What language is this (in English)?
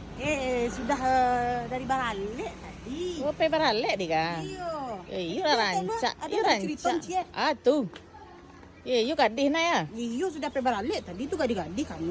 Minangkabau